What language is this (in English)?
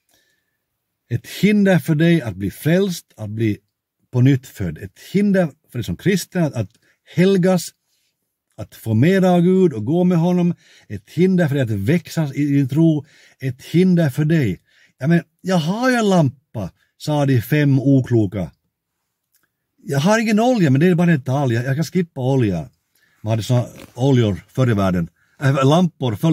Swedish